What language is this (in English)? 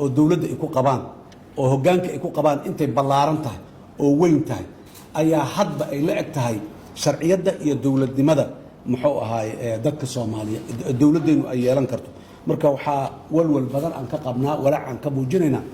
Somali